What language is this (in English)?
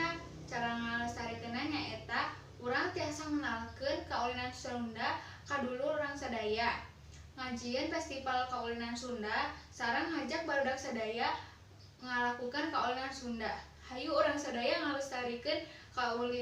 Sundanese